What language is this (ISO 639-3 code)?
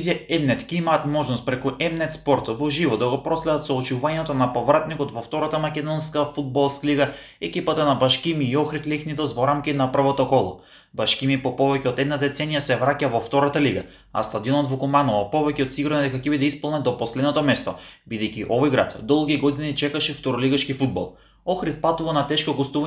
mkd